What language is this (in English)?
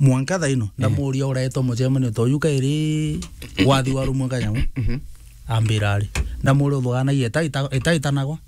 Meru